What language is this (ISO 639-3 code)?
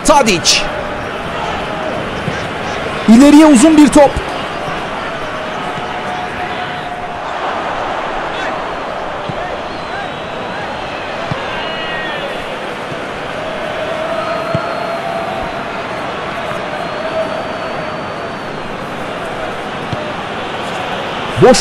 tur